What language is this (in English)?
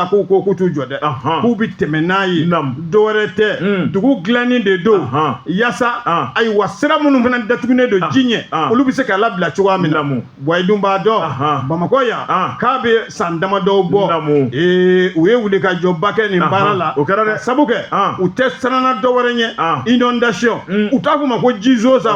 Bambara